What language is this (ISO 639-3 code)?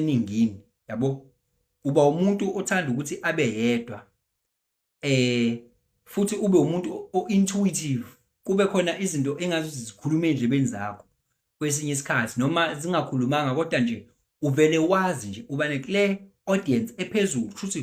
zul